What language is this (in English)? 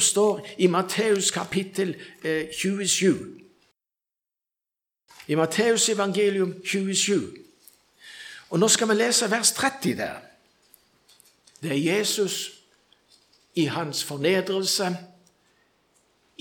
Norwegian